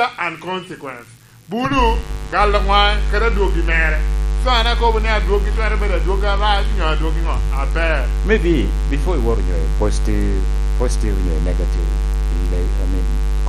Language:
Lango (Uganda)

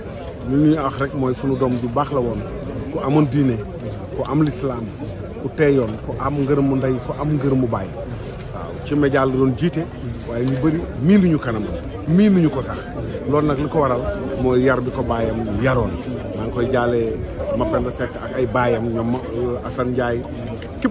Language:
Wolof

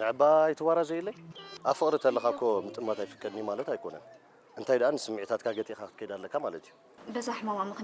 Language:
Tigrinya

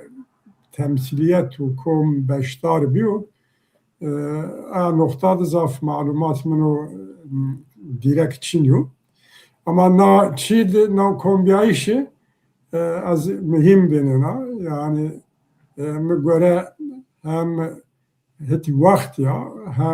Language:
Zaza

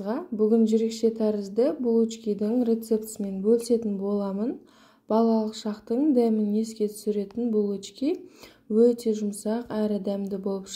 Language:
Kazakh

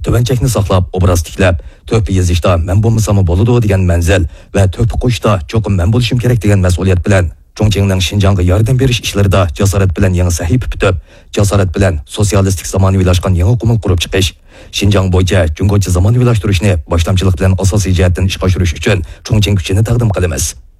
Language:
Uyghur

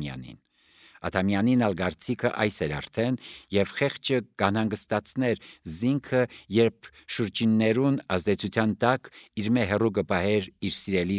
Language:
Armenian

